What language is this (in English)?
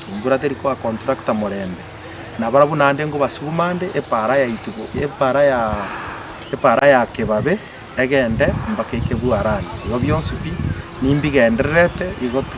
Gusii